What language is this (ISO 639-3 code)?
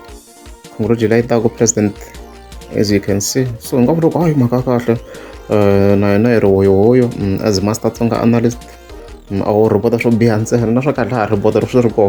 tso